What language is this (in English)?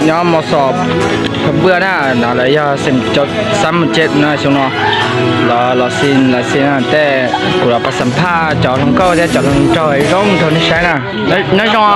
Hmong